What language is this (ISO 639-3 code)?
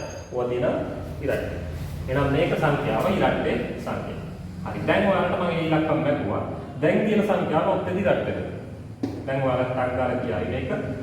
sin